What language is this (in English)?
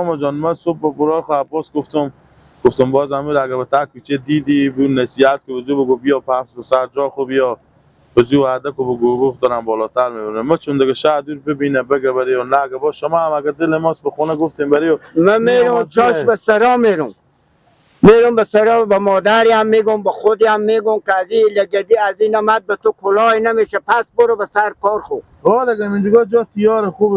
Persian